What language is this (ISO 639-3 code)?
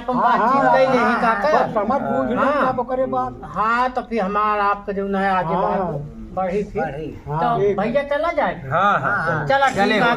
awa